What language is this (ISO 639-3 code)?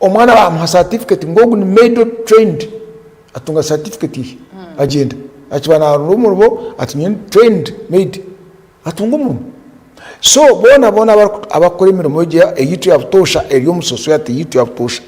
nyn